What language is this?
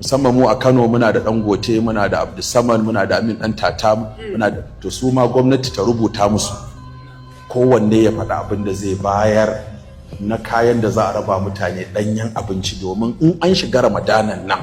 Hausa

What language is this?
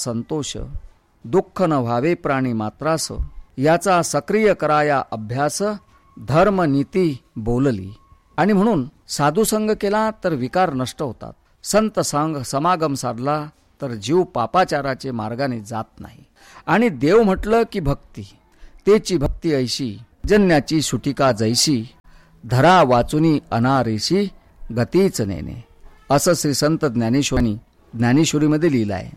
Marathi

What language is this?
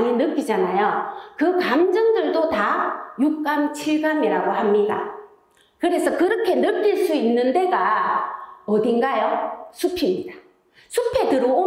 Korean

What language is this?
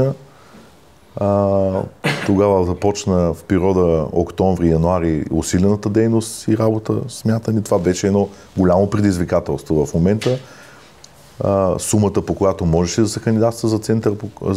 Bulgarian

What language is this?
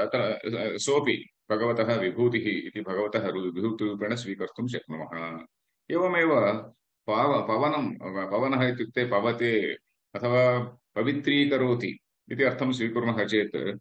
Sanskrit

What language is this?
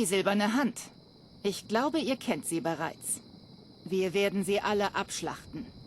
Bavarian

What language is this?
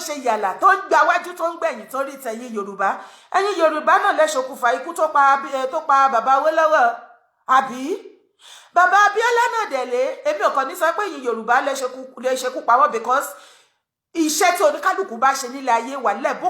Yoruba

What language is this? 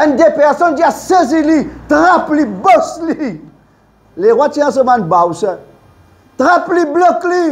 Morisyen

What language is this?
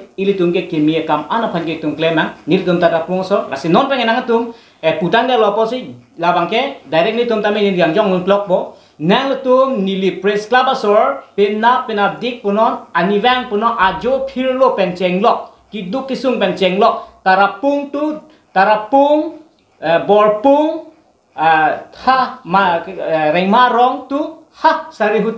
Karbi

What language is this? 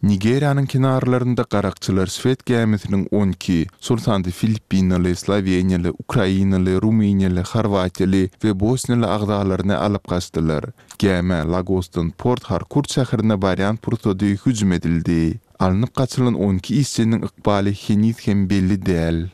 Turkmen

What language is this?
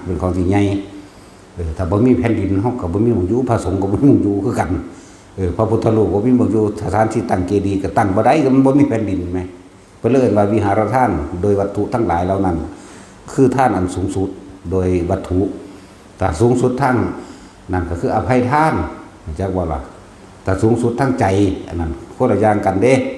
Northeastern Thai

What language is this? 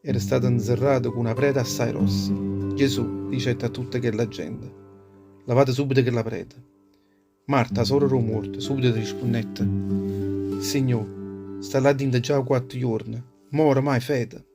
Neapolitan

